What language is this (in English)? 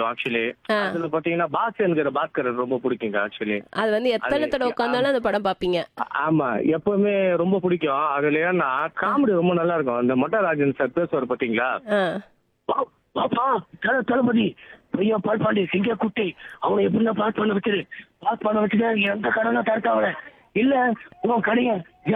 Tamil